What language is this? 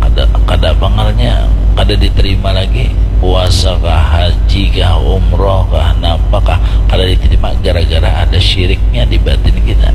Banjar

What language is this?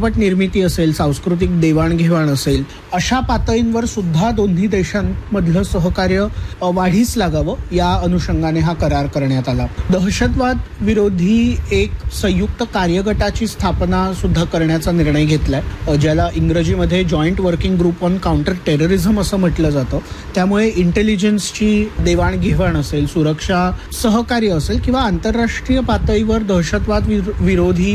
Marathi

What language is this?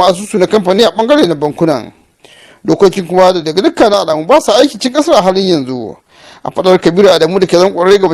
Hausa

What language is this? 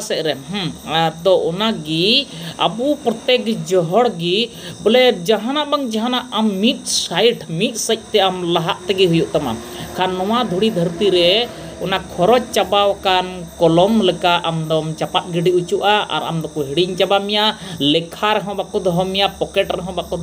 Santali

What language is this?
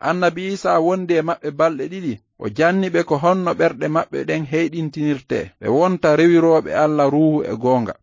Fula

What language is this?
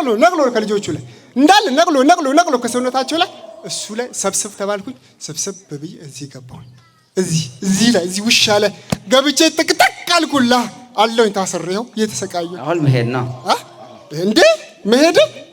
Amharic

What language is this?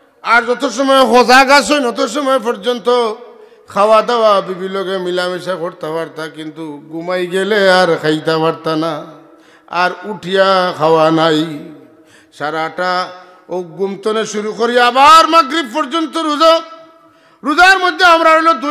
Sylheti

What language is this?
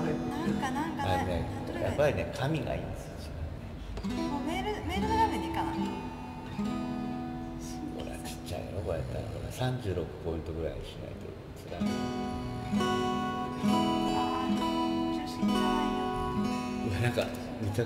Japanese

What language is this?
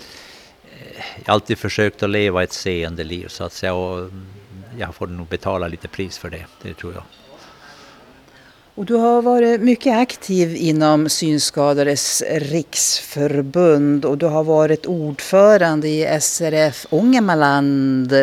Swedish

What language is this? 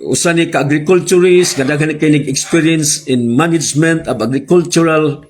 Cebuano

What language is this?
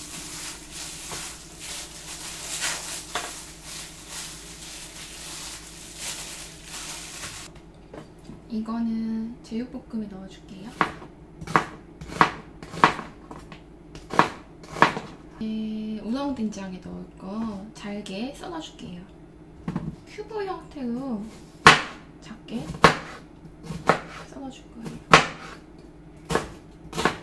Korean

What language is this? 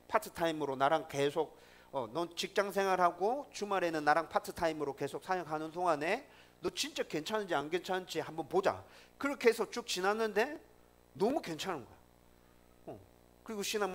Korean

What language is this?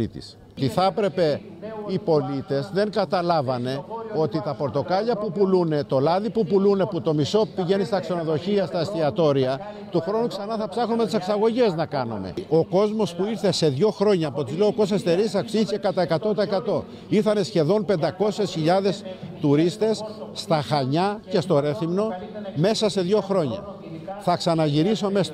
Greek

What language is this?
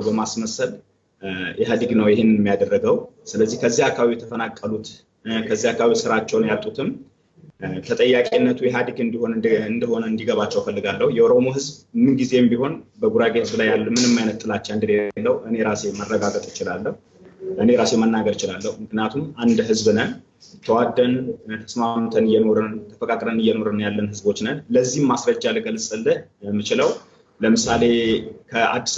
Amharic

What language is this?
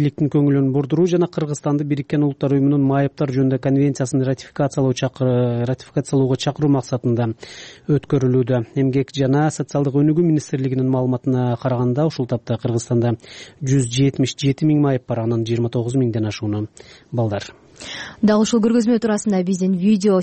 Kyrgyz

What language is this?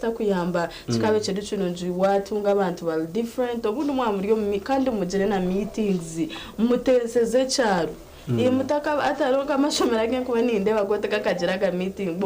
Nyankole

